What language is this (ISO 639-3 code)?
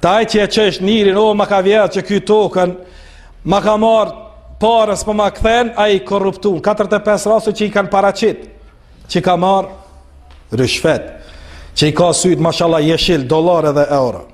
sqi